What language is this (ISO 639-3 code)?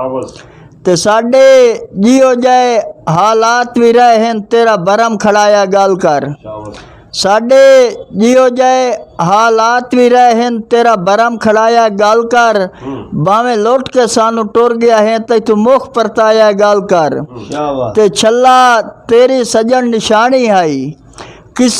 lah